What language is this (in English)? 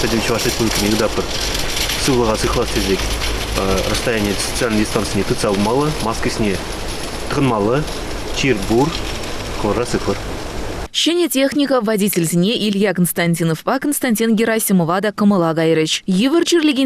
Chuvash